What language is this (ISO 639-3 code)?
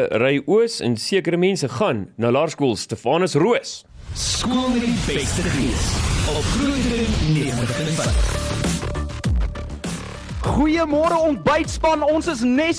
afr